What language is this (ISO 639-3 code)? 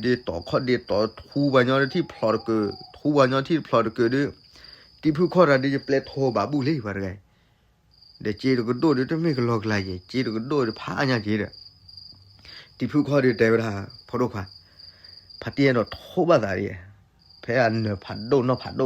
ksw